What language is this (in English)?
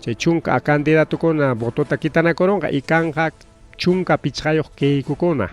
Ayacucho Quechua